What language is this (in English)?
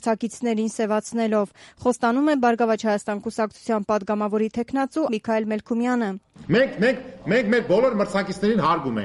Armenian